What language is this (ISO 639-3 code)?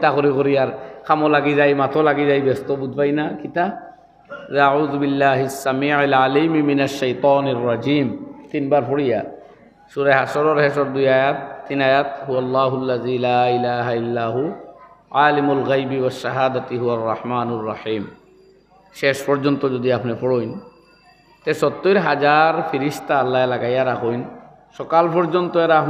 syl